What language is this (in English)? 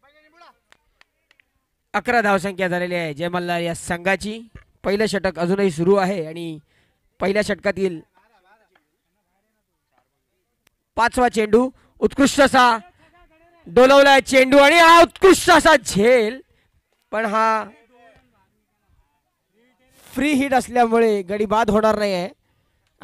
Marathi